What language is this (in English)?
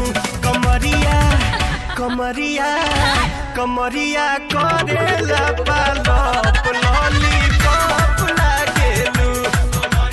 Bhojpuri